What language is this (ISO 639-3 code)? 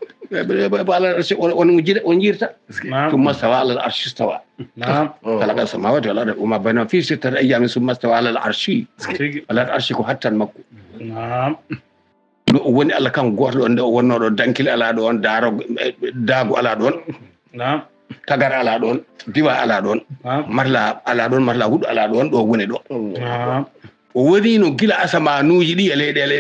ful